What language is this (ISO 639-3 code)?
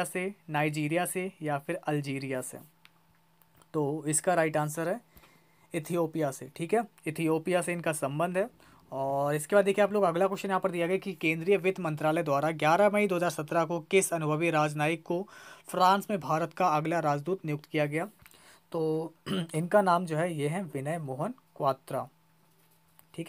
hin